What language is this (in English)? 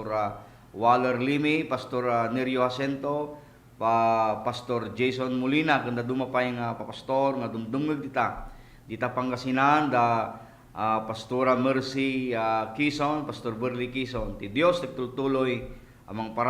Iloko